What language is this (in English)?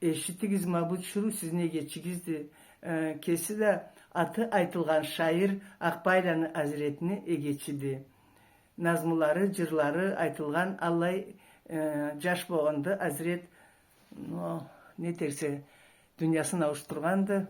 Karachay-Balkar